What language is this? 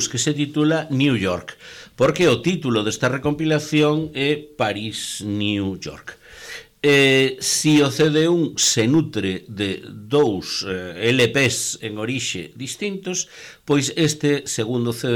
Galician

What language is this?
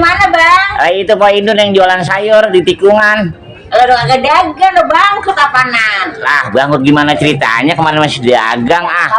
Betawi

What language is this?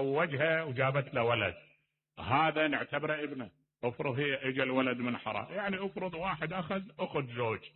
Mesopotamian Arabic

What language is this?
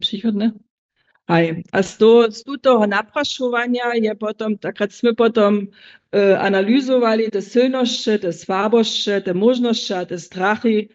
Upper Sorbian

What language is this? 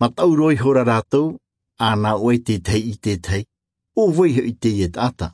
Tahitian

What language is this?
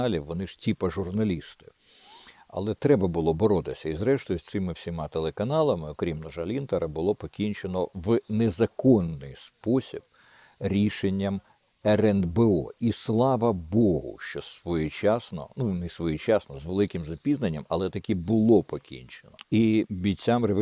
Ukrainian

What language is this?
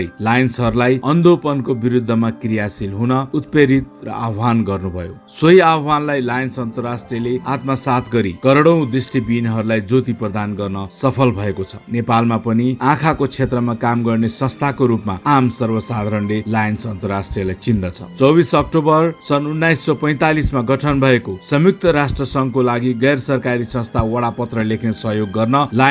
Nepali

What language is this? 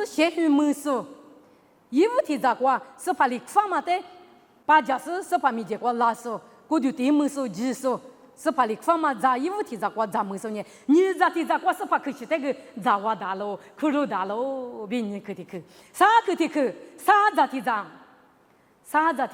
Lisu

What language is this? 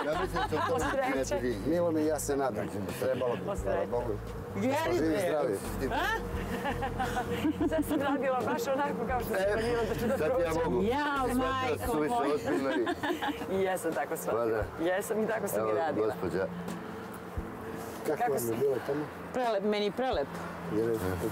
Serbian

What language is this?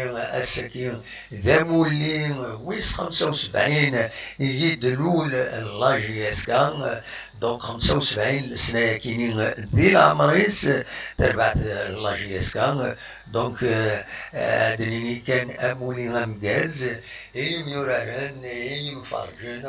Kabyle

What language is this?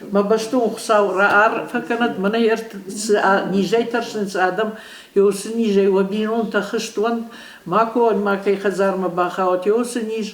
Ossetic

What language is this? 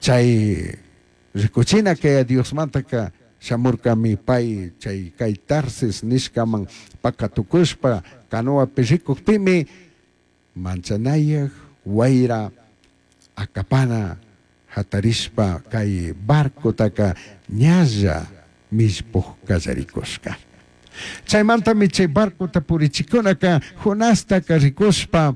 Chimborazo Highland Quichua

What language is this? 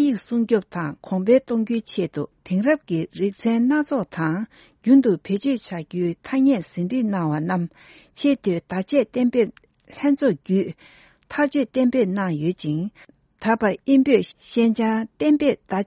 Tibetan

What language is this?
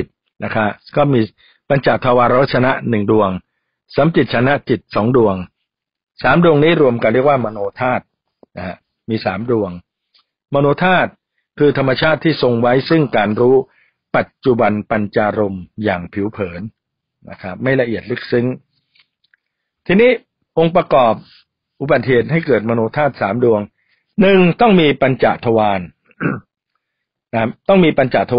Thai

